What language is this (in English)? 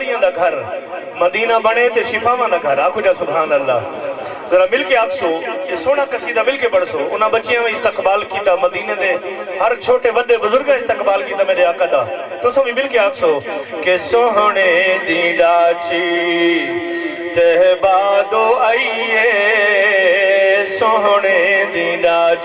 Saraiki